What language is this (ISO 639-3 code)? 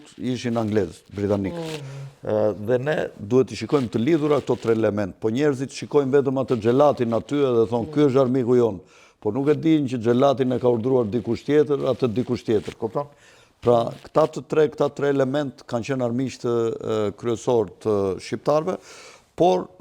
sqi